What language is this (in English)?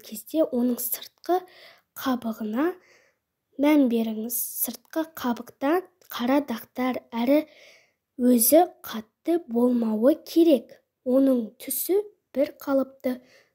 Kazakh